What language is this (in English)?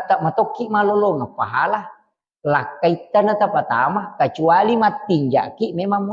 Buginese